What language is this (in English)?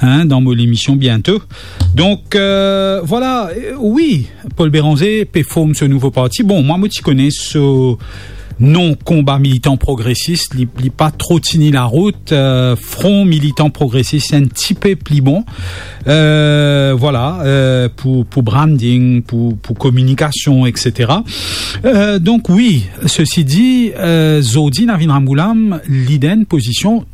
Morisyen